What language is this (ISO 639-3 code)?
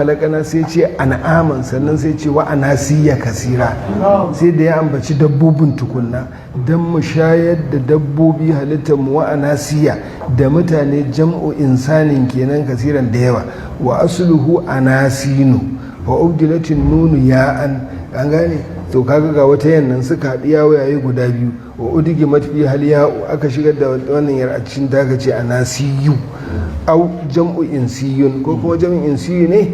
hau